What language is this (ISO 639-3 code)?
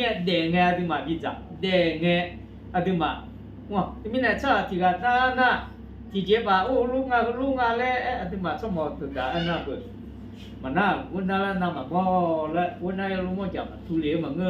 ahk